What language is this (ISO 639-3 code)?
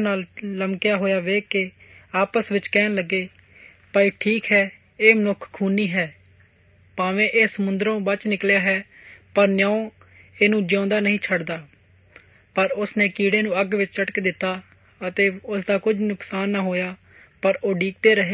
pan